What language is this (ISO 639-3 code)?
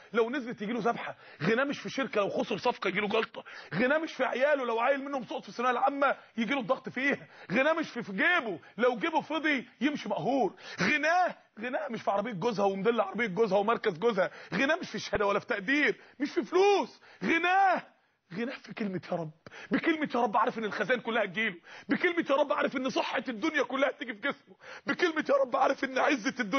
arz